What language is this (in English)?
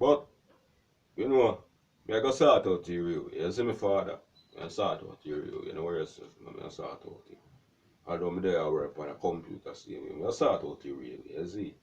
Jamaican Creole English